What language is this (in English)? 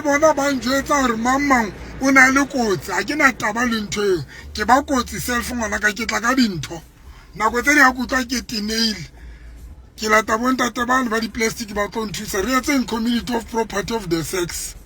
Southern Sotho